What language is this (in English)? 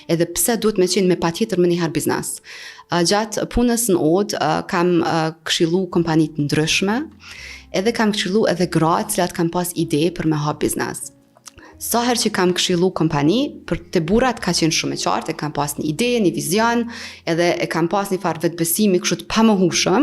Albanian